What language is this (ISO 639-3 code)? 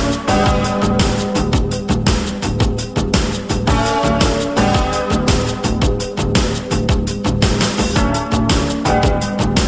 spa